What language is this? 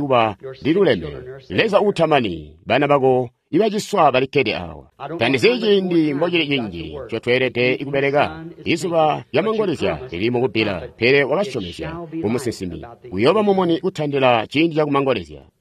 Tonga (Zambia)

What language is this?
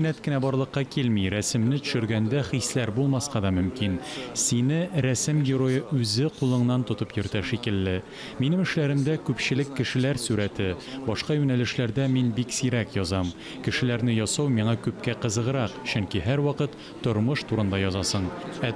Tatar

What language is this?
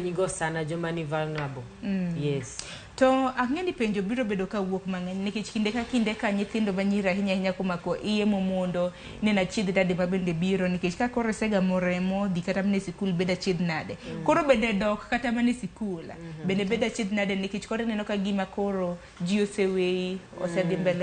Luo (Kenya and Tanzania)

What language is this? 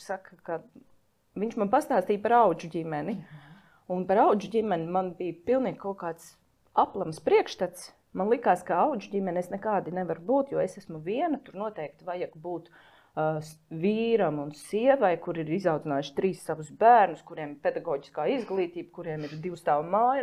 Latvian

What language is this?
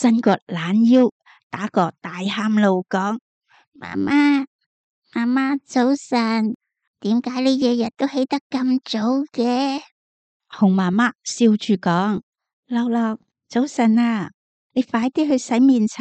Cantonese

